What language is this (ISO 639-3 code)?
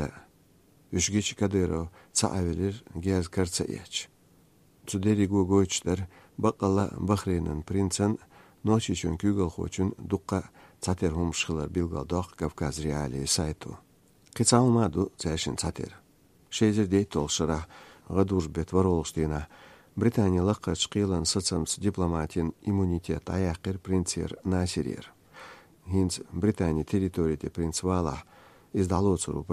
che